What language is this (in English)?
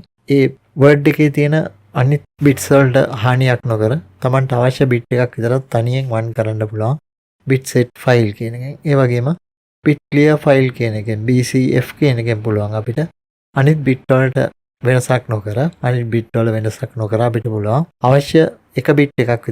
Sinhala